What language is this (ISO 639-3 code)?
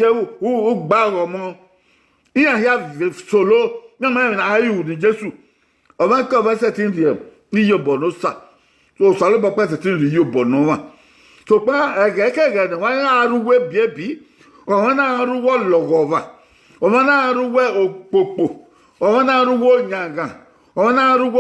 bin